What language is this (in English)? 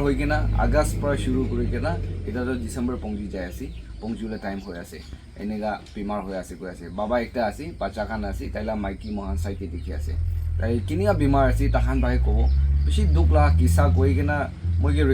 Naga Pidgin